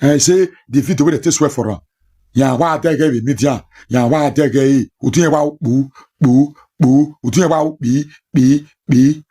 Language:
Nigerian Pidgin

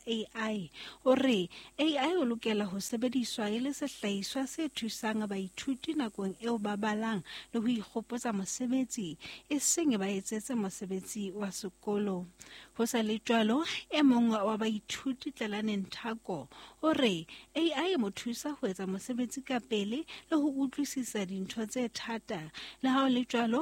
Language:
Southern Sotho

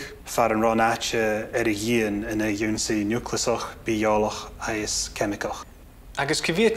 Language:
Scottish Gaelic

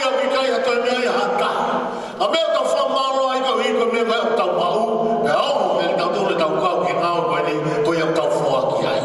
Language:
Tongan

